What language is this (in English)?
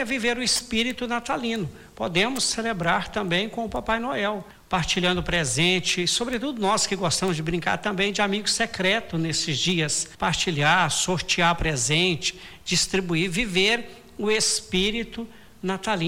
Portuguese